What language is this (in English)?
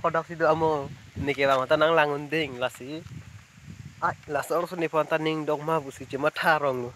Karbi